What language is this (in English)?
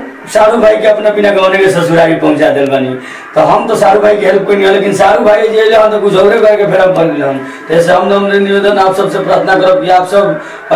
Bhojpuri